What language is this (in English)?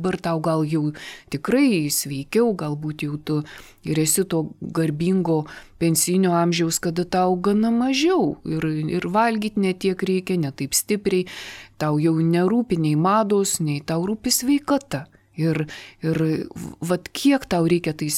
Lithuanian